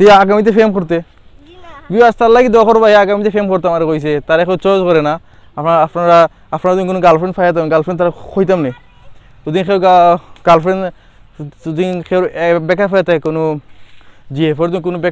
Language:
Sylheti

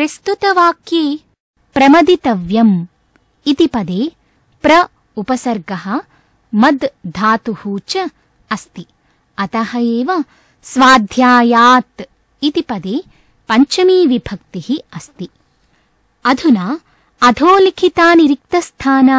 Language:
Sanskrit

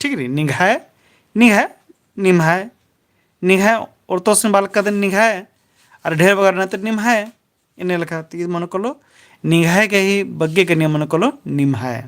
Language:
Kurukh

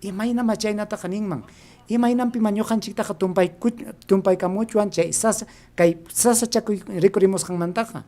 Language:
Ayacucho Quechua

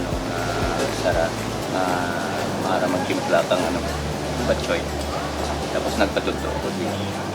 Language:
Kinaray-a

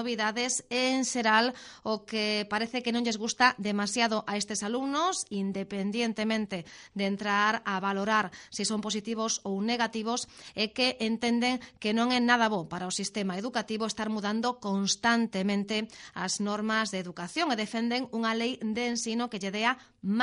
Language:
Galician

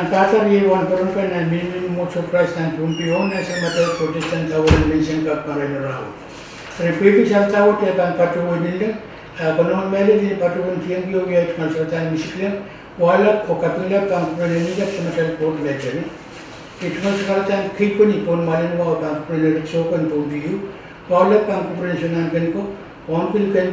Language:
Pohnpeian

